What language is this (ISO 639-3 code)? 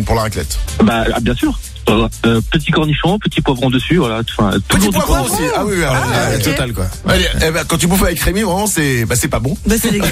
fra